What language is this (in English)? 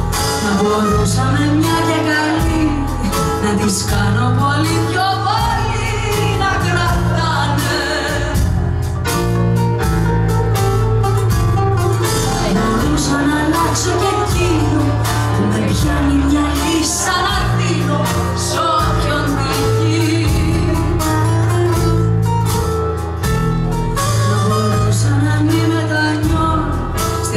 Greek